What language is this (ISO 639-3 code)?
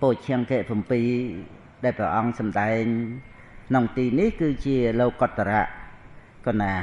khm